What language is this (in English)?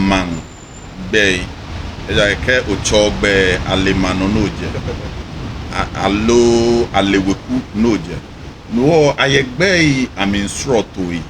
Ga